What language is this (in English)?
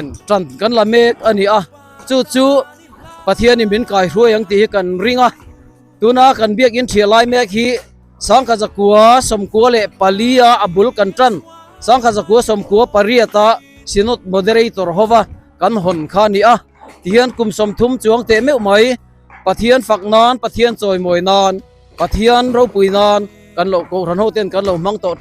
Mizo